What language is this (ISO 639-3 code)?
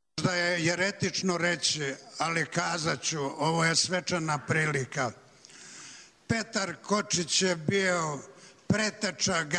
bos